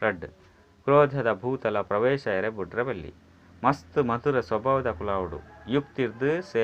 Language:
Tulu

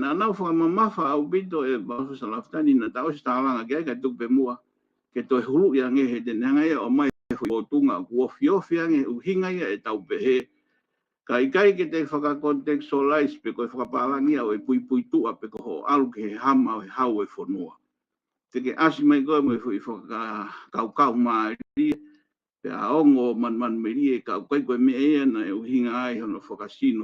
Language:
Tongan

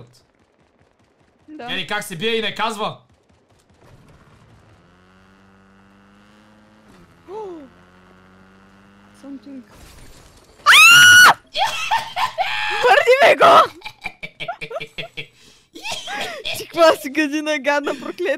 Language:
Bulgarian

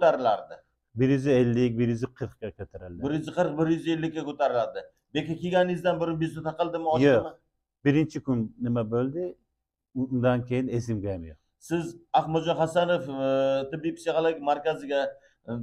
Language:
Uzbek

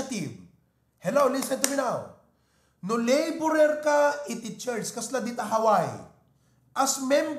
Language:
Iloko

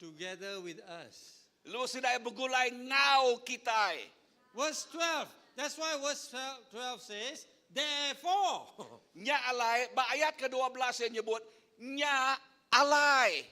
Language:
Iban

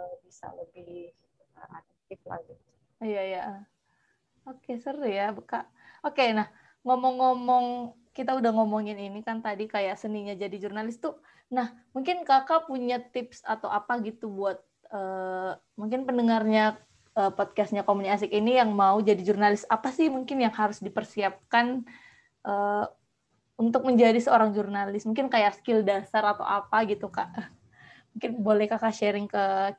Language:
Indonesian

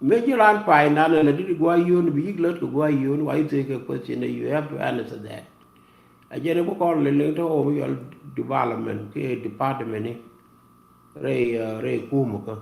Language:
Nuer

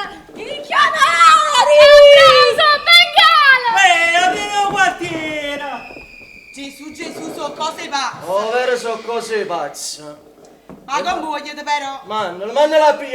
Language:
Neapolitan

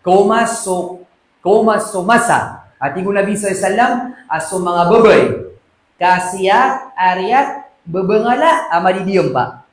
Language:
Maranao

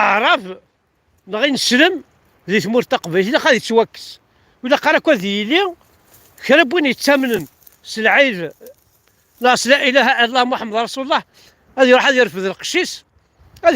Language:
Kabyle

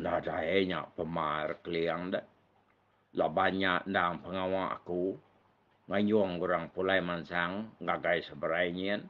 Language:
Iban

